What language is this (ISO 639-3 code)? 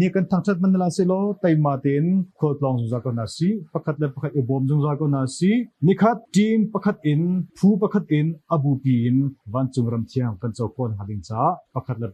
cnh